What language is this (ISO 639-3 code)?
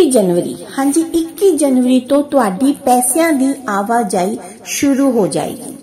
pan